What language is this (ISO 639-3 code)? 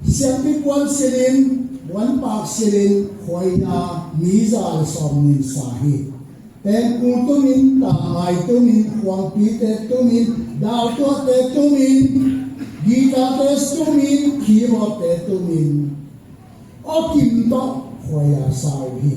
ctd